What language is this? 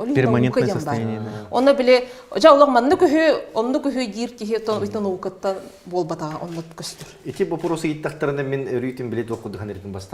Yakut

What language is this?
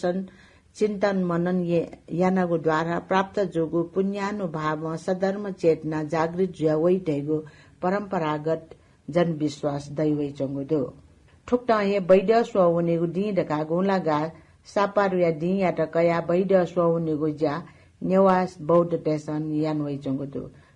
Newari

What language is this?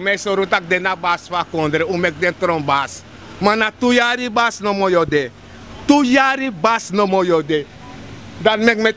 Sranan Tongo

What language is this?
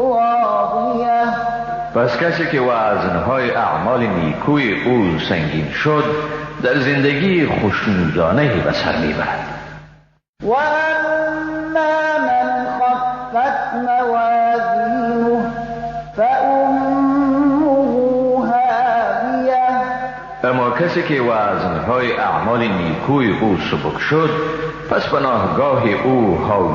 Persian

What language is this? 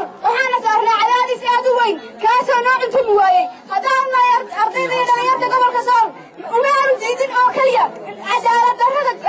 Somali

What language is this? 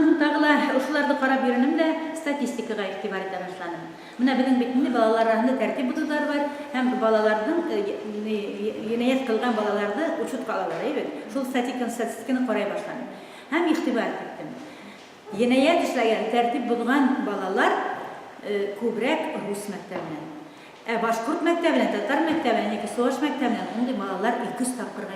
Bashkir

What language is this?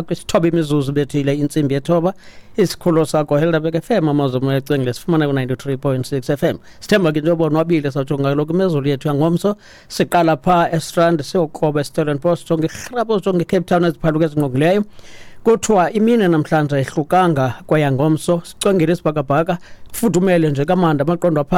Xhosa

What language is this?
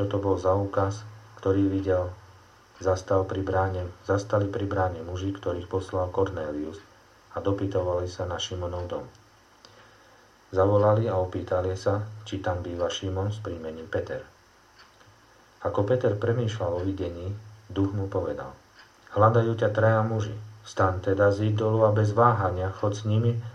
Slovak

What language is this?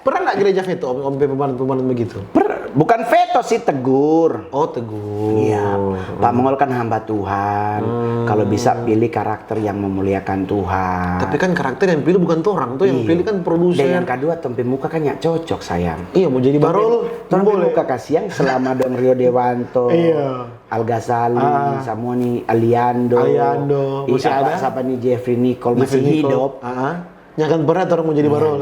Manado Malay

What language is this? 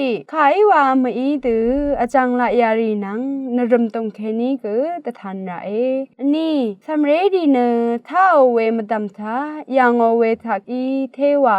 Rawang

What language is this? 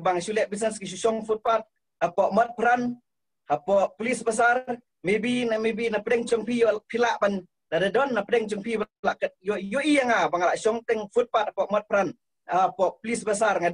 Khasi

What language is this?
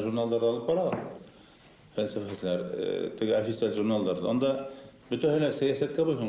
Bashkir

